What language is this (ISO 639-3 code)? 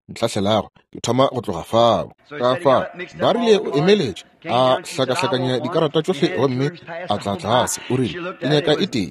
nso